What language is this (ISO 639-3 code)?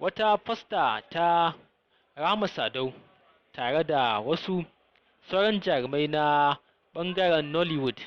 hau